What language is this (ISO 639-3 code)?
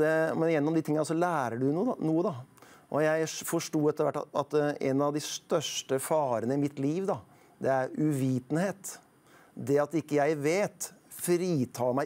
nor